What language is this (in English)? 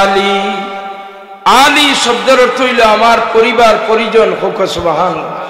Sylheti